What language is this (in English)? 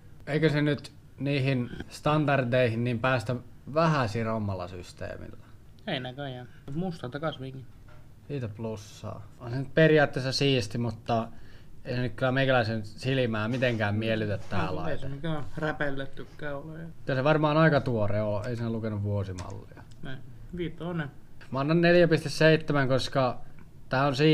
Finnish